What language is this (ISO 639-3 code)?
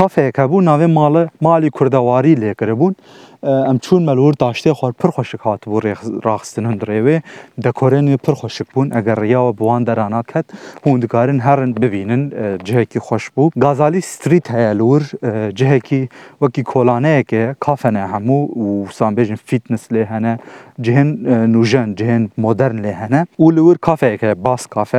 kur